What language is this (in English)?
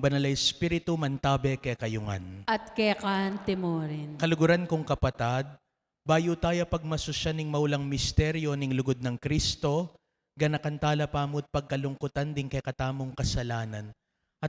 Pampanga